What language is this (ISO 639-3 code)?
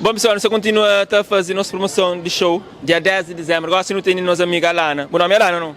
kea